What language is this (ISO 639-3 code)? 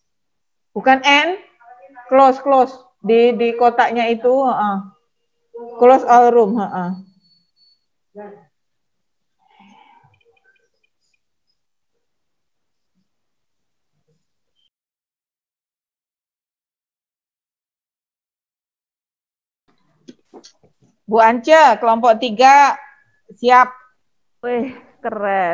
ind